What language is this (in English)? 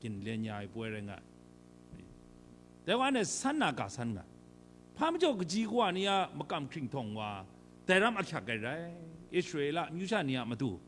Kachin